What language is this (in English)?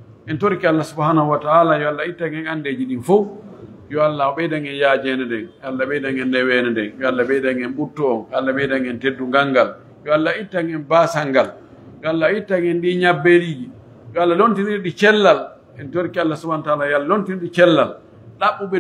Pular